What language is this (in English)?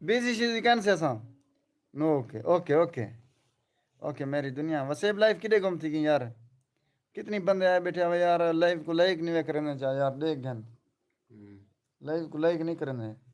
Saraiki